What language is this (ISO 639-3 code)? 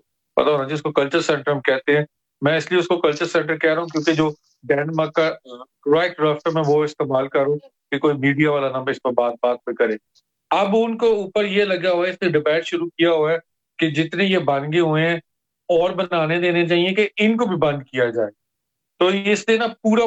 urd